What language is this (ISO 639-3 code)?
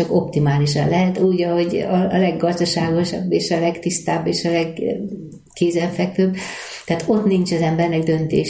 hun